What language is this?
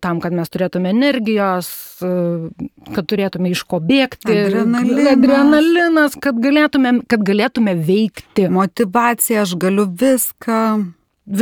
Lithuanian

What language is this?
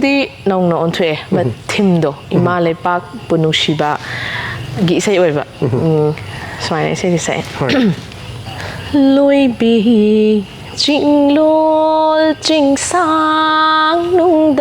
Manipuri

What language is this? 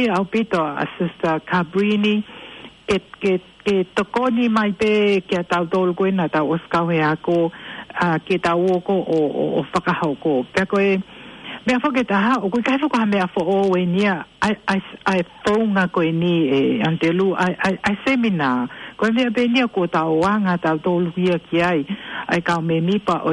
Tongan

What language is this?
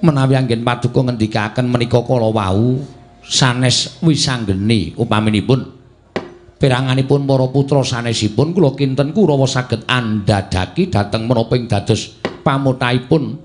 Javanese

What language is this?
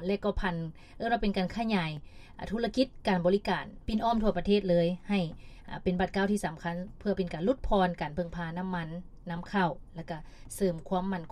Lao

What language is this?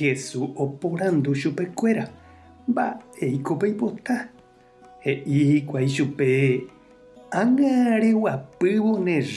Guarani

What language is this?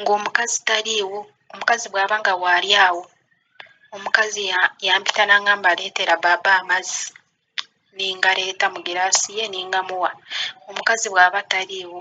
Ganda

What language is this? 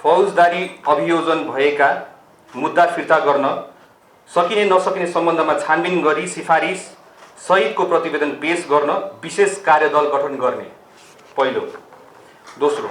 Nepali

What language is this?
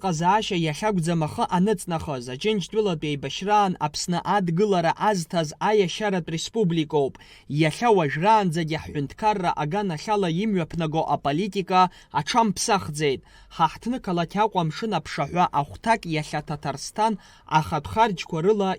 Abkhazian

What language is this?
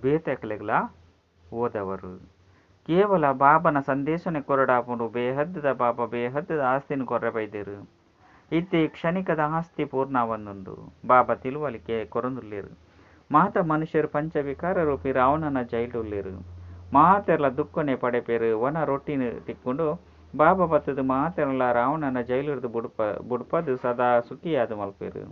Tulu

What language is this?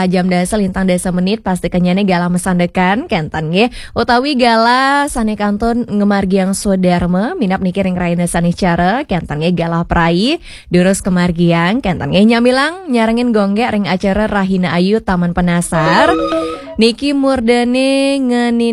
Balinese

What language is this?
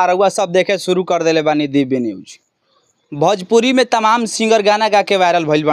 Bhojpuri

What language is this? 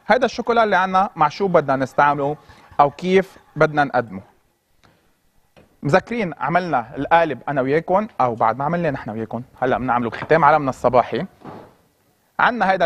North Levantine Arabic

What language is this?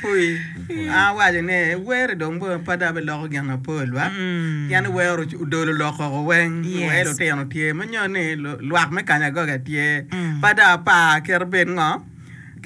Acoli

